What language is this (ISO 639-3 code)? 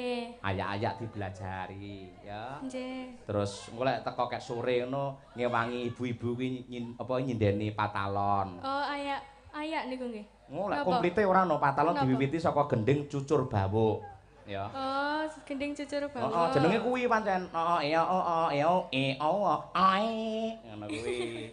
jav